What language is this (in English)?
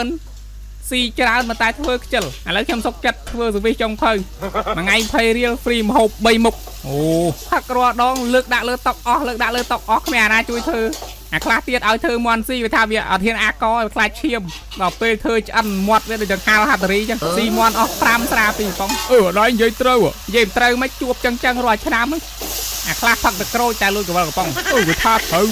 Khmer